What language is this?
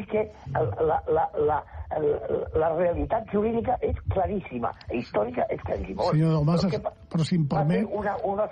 Catalan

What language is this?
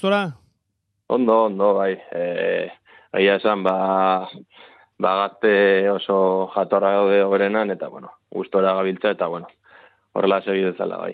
Basque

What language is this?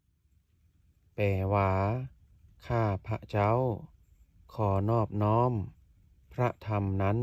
Lao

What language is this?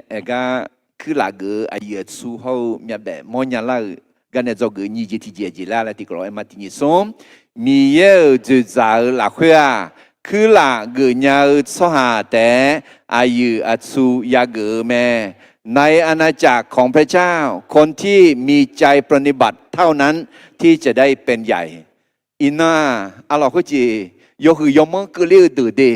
Akha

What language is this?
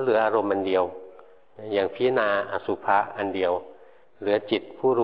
Thai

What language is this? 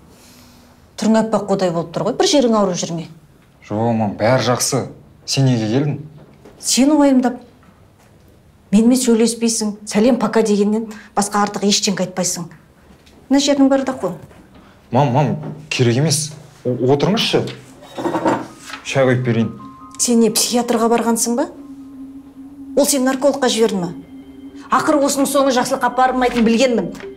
Kazakh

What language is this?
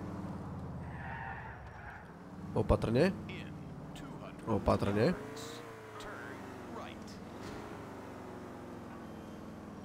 Slovak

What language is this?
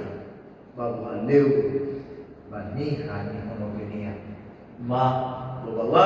Nias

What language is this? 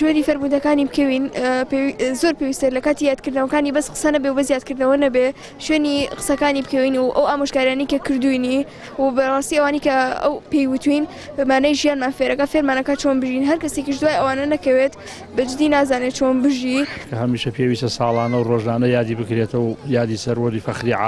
Central Kurdish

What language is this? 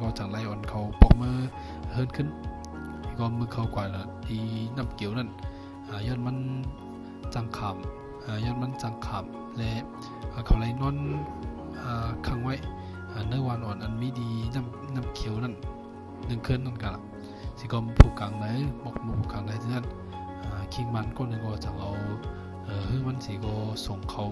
Shan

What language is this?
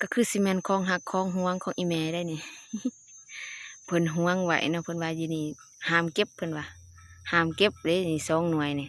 Lao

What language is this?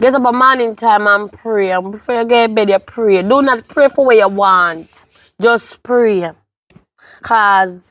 Jamaican Creole English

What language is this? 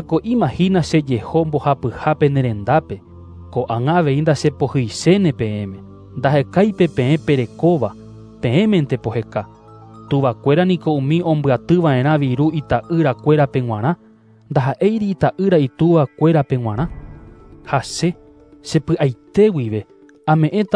Guarani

